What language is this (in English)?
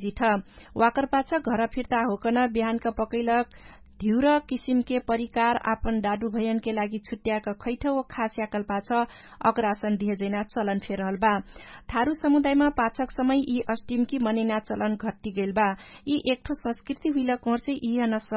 Dangaura Tharu